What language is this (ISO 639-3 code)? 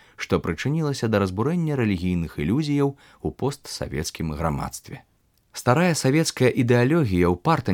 bel